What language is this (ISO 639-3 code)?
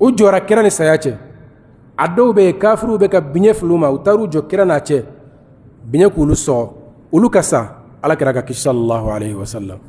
bam